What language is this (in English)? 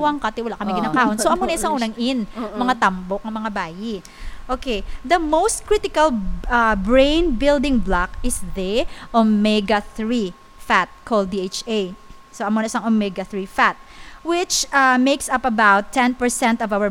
Hiligaynon